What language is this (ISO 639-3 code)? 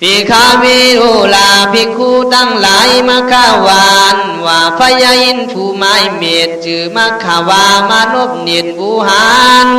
kkh